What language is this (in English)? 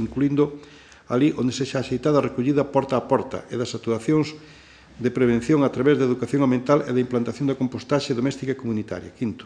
Galician